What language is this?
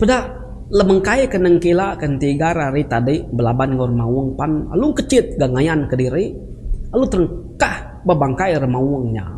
Iban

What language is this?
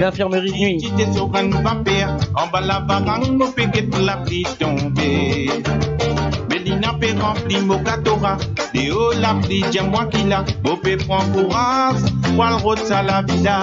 Morisyen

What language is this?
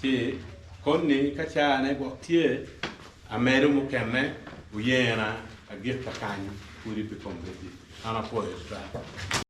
Acoli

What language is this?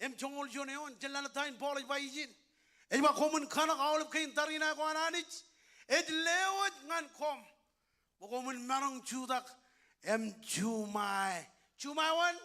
Marshallese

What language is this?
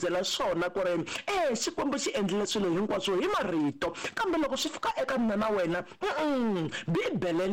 Tsonga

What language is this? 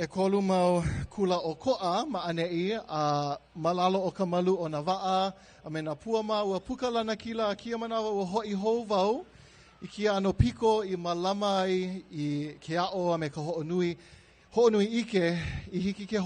Hawaiian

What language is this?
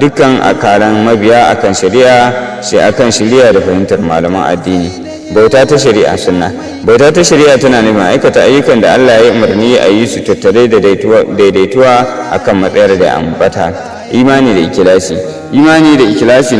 Hausa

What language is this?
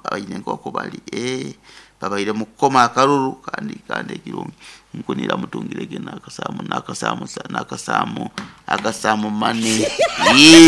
Nyoro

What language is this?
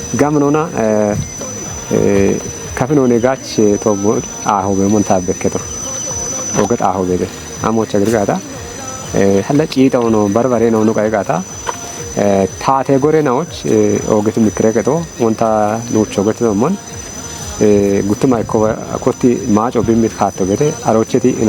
Kafa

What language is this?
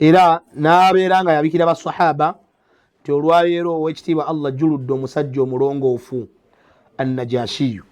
Ganda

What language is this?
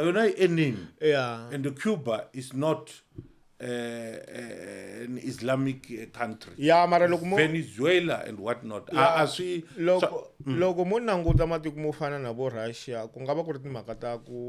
Tsonga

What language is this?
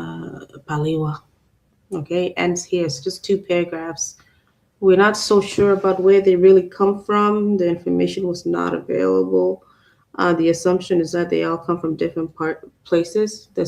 Acoli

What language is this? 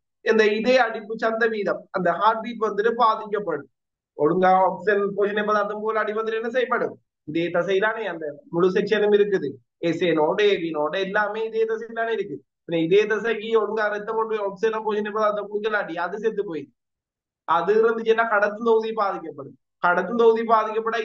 Tamil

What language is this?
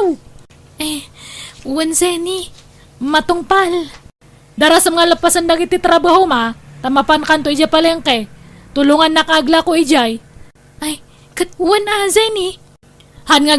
Iloko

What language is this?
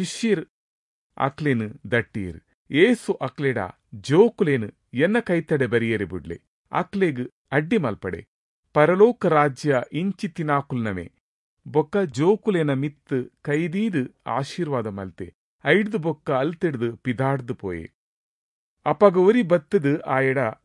Tulu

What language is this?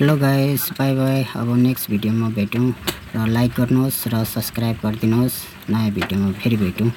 Nepali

